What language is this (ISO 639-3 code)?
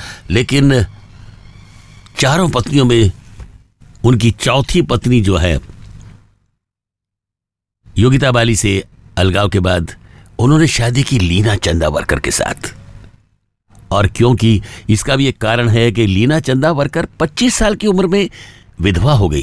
hin